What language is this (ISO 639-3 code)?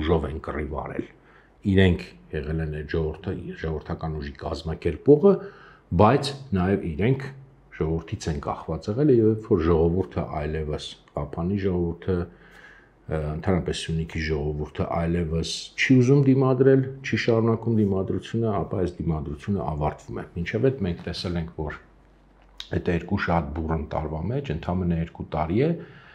hye